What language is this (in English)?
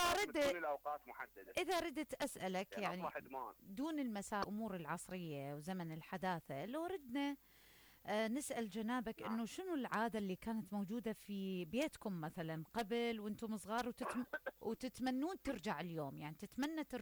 Mesopotamian Arabic